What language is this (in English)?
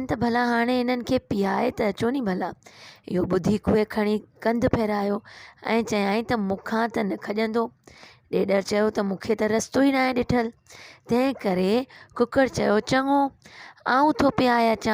Sindhi